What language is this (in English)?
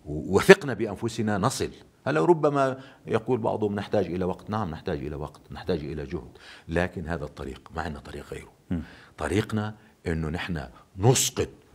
North Levantine Arabic